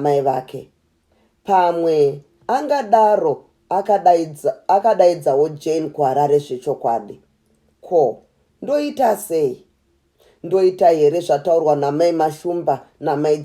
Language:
Shona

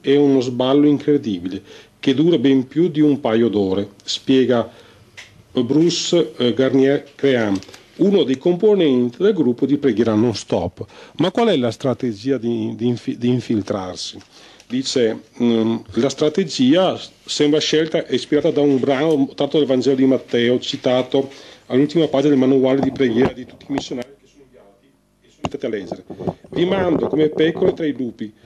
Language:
Italian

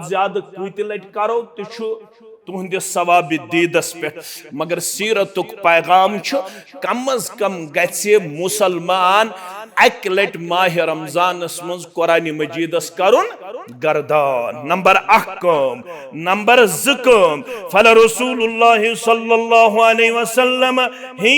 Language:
Kashmiri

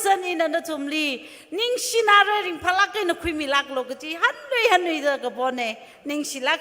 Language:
Tangkhul Naga (India)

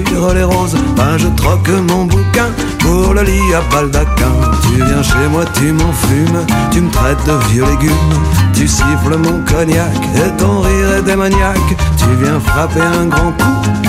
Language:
French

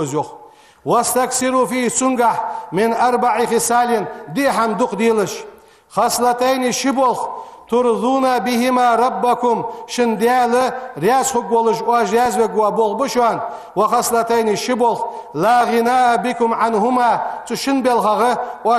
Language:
Ingush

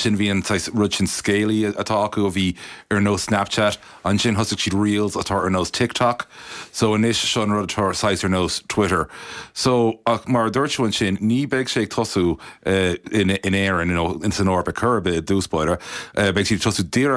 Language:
Irish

